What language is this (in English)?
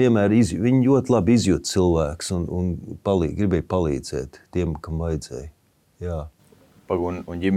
Latvian